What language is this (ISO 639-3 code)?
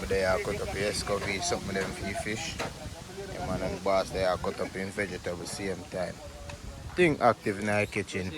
jam